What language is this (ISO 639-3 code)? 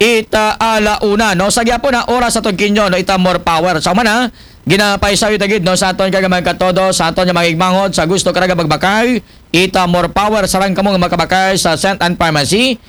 akl